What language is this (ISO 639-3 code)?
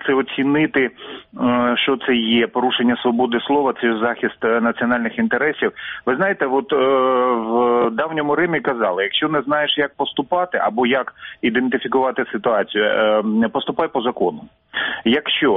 ukr